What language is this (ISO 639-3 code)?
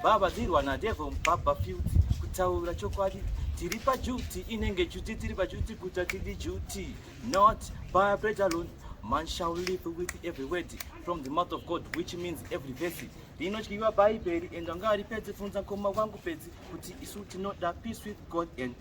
sna